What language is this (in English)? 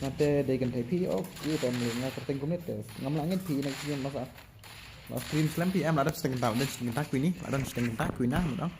Khasi